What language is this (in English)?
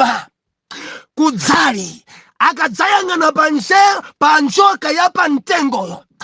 Nyanja